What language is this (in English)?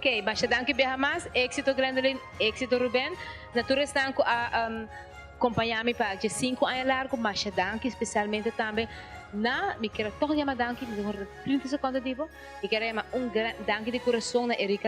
Papiamento